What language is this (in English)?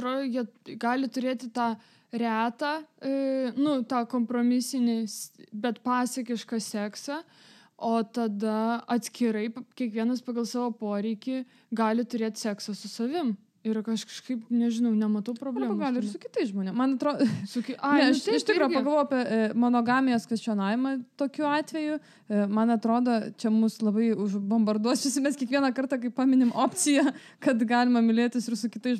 Lithuanian